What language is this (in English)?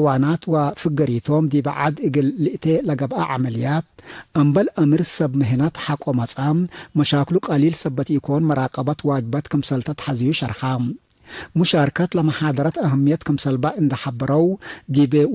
Tigre